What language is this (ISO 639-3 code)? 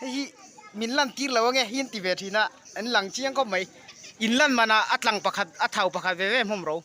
lus